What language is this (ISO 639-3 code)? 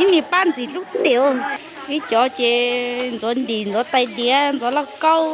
hmn